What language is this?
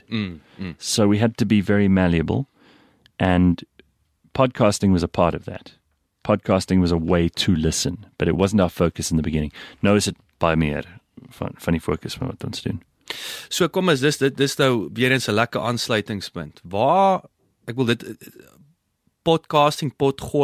Afrikaans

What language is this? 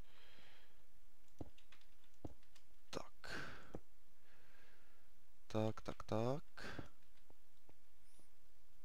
Czech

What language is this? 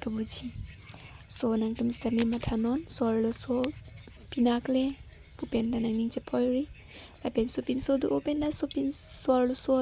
Karbi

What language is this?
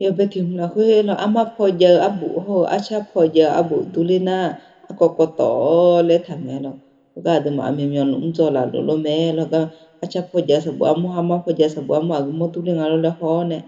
Akha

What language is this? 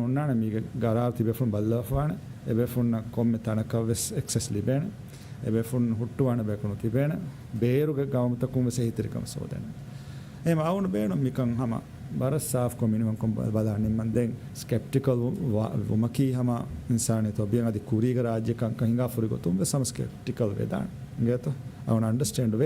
Divehi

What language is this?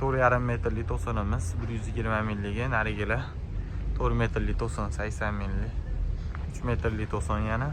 Uzbek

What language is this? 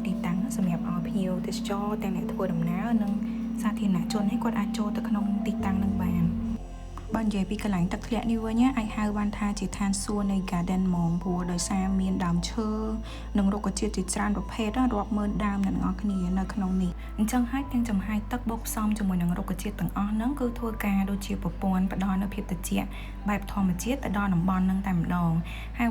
Khmer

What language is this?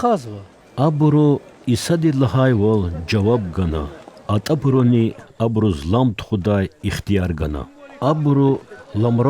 Lezghian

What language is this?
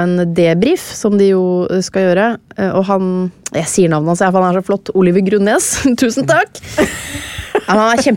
Norwegian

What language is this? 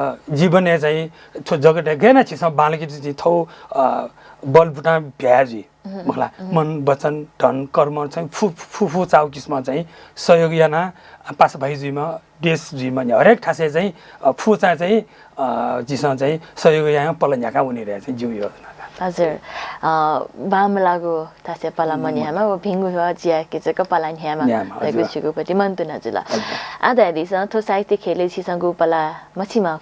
Newari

